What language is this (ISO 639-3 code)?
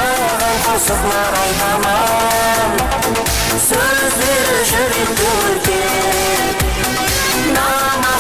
kaa